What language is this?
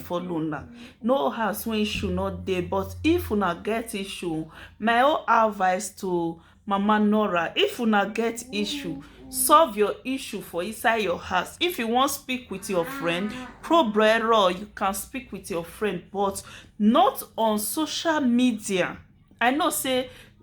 Nigerian Pidgin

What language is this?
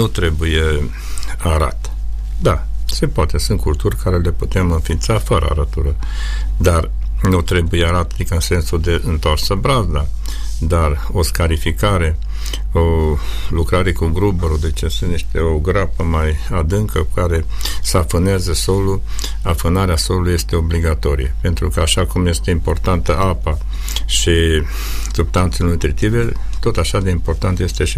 Romanian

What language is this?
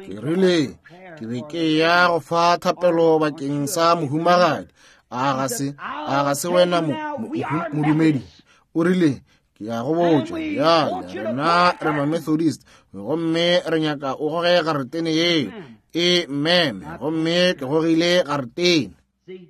Northern Sotho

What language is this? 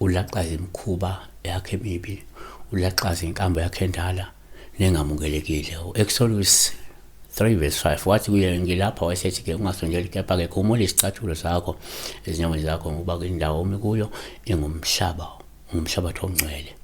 Zulu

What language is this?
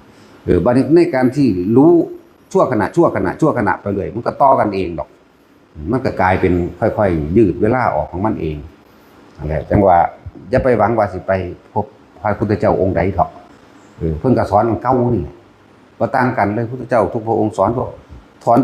Northeastern Thai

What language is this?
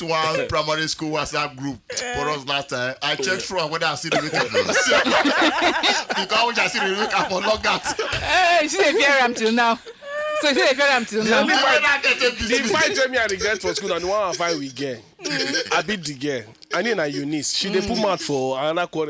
Nigerian Pidgin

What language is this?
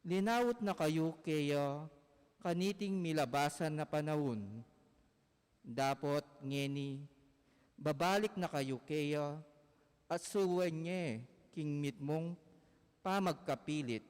Pampanga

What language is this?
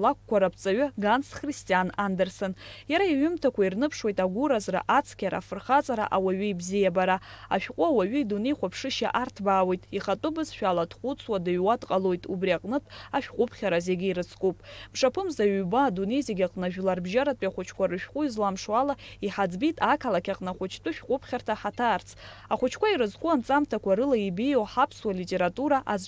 Abkhazian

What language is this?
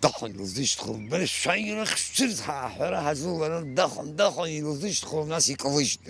Abkhazian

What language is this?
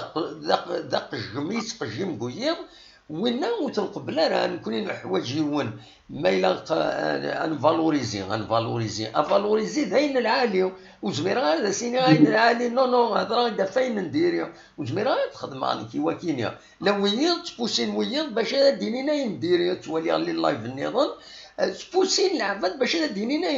Kabyle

